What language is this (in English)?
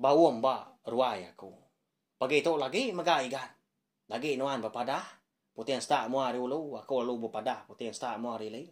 Iban